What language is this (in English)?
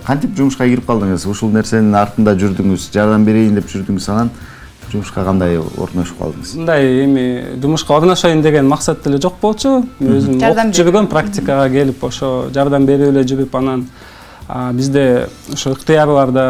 Kyrgyz